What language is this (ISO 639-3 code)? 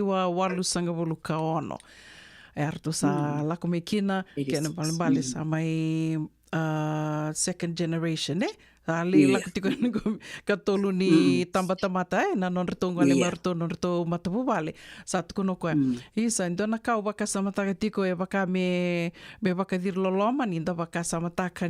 fij